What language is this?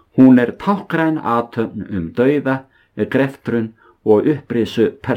Icelandic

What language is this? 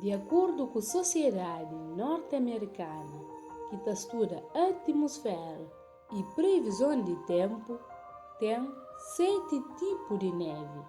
Kabuverdianu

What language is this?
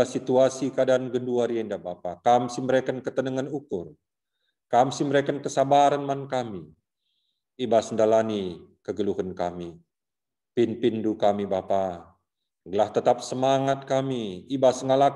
Batak Karo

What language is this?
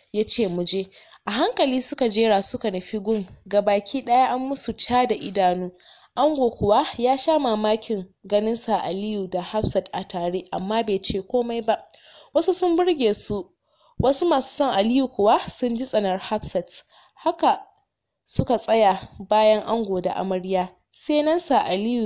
Hausa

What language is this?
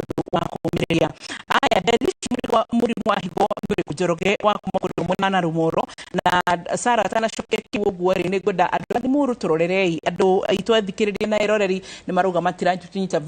Kikuyu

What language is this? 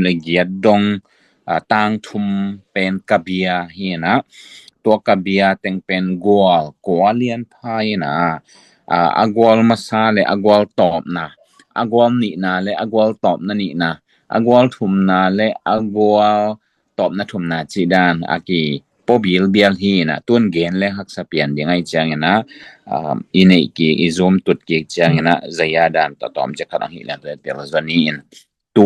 Tedim Chin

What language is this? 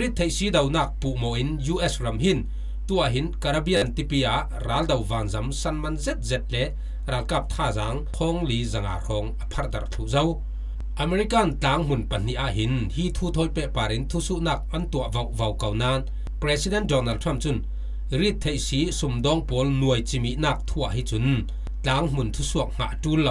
Falam Chin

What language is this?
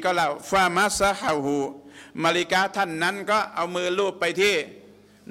Thai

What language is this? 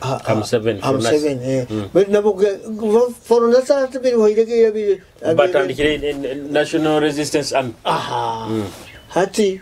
Nyoro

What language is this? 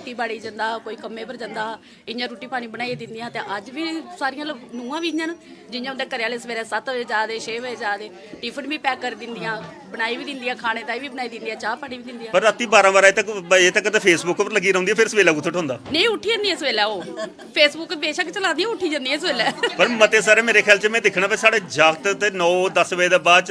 Dogri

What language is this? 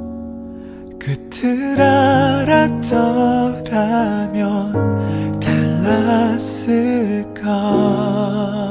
Korean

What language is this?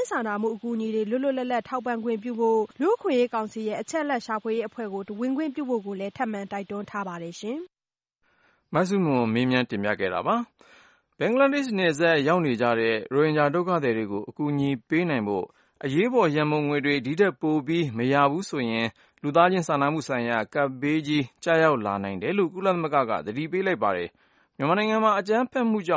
Burmese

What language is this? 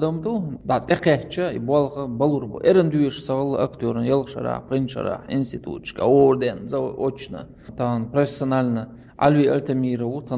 Chechen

